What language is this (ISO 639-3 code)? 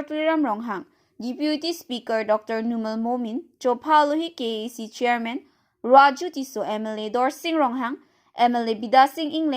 mjw